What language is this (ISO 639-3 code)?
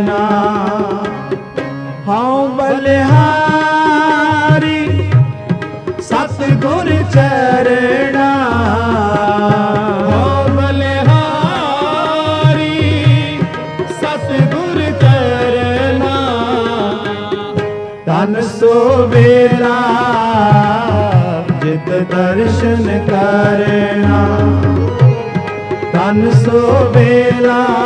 pan